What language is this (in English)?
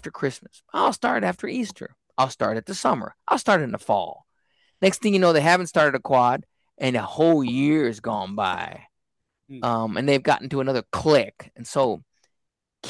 English